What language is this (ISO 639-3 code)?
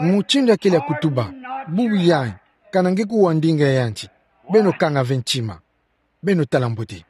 ktu